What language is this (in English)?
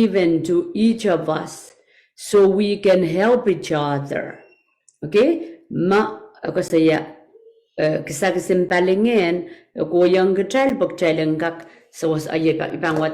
Pohnpeian